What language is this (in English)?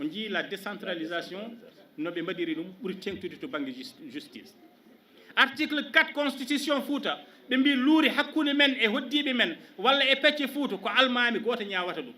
Fula